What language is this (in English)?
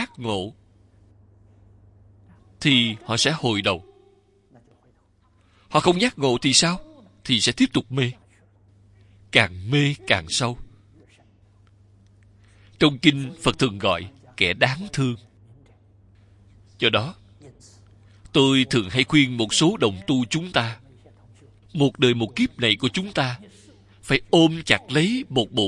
Vietnamese